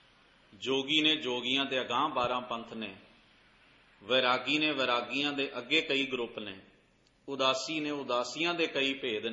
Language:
Punjabi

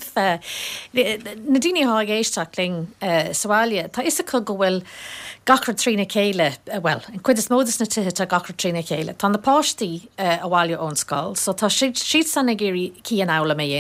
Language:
Irish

